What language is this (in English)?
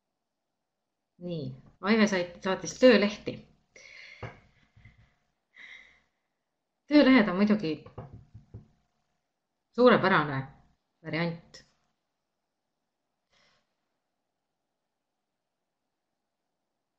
Estonian